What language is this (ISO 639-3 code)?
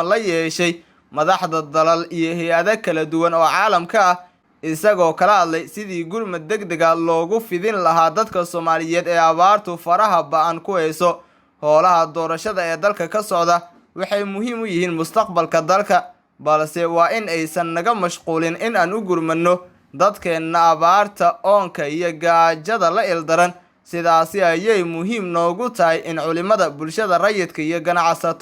som